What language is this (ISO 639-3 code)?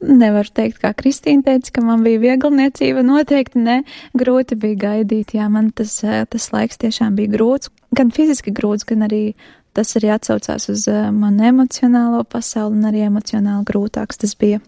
lav